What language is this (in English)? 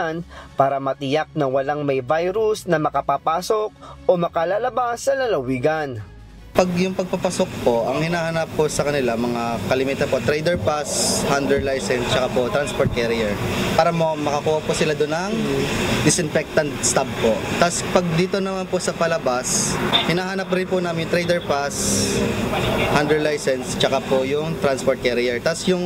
Filipino